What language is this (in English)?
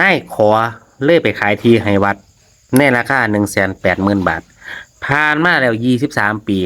Lao